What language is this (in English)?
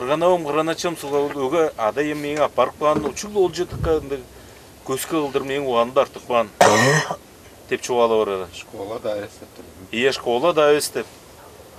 Tuvinian